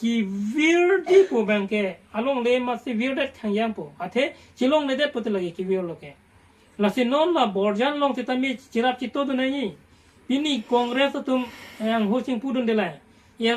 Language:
Karbi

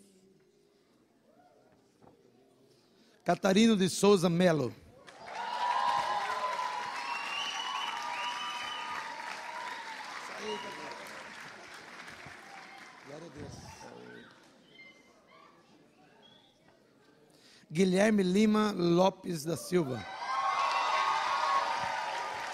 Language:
Portuguese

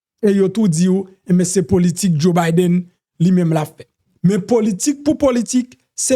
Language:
Haitian Creole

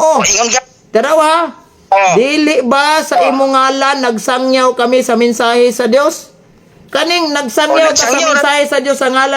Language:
Cebuano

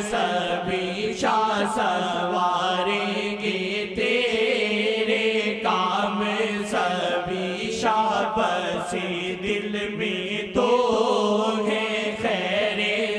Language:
Urdu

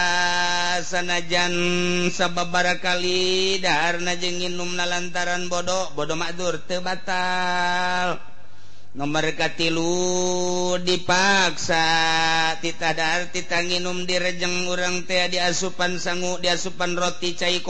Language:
Sundanese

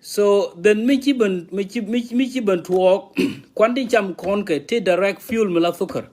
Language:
Nuer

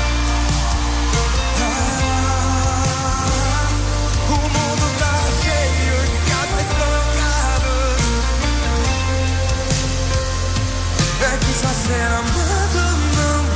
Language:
Portuguese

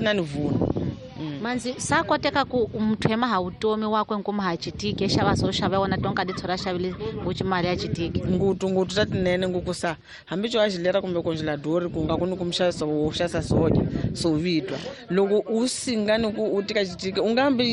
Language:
Tsonga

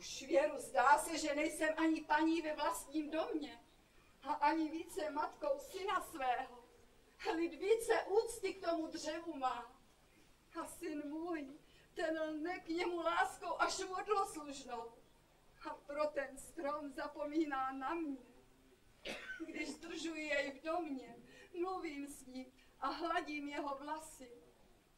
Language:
Czech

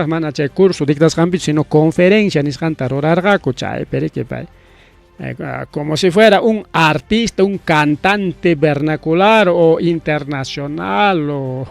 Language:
Ayacucho Quechua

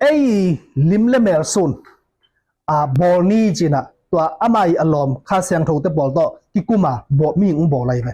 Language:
Tedim Chin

